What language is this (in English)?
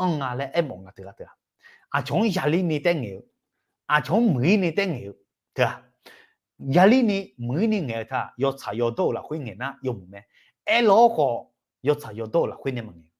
Akha